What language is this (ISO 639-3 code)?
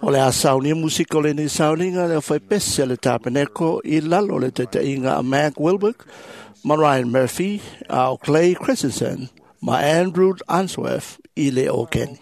smo